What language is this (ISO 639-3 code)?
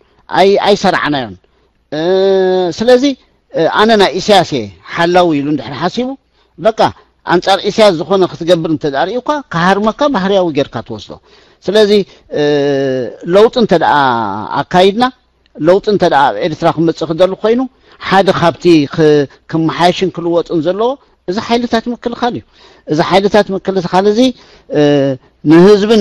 tir